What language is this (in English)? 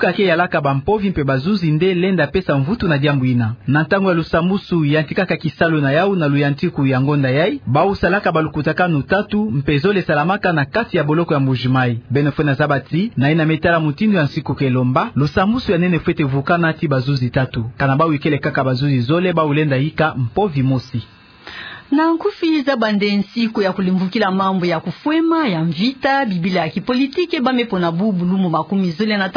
Kituba (Democratic Republic of Congo)